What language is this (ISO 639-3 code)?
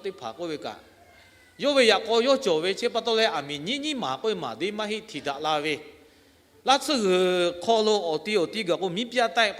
lhu